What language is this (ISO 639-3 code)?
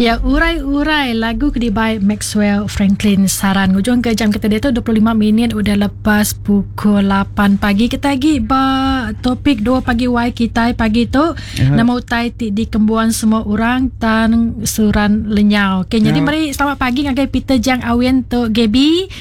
iba